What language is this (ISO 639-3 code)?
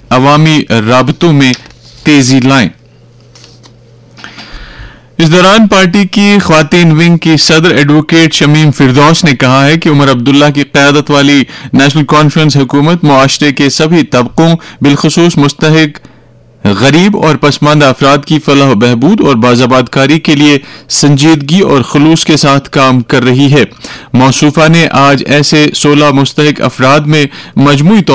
urd